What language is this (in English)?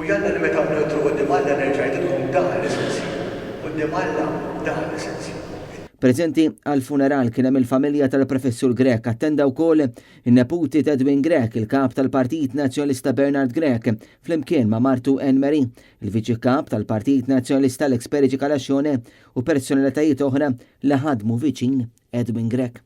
Maltese